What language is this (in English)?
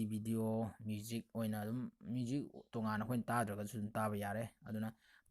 Manipuri